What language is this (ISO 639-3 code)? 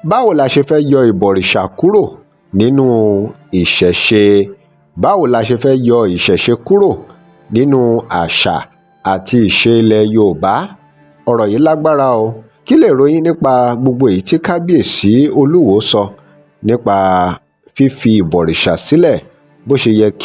yor